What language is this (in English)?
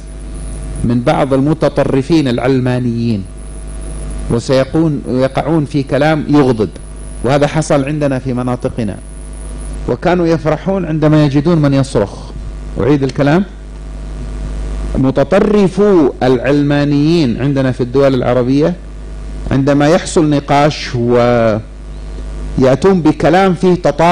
Arabic